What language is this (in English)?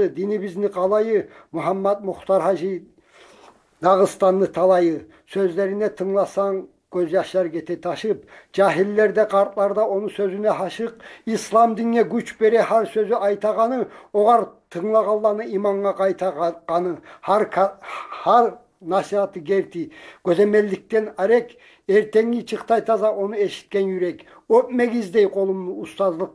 Kumyk